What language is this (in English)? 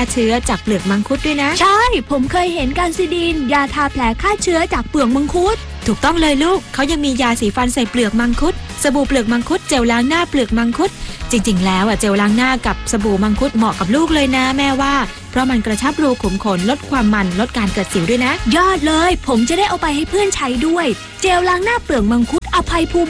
Thai